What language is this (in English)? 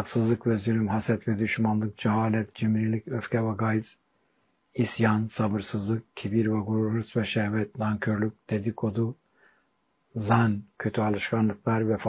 Turkish